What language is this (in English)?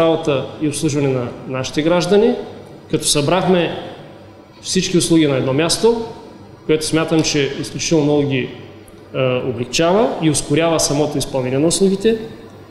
Bulgarian